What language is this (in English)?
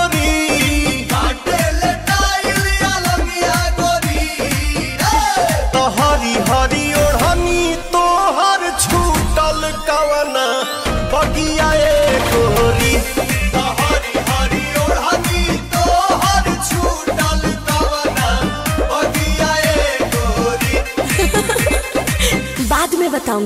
Bhojpuri